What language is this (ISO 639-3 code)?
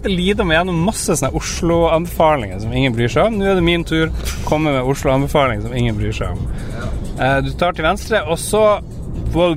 nor